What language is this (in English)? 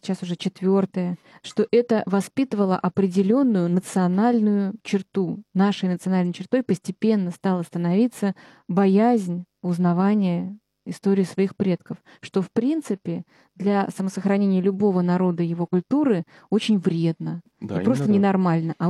Russian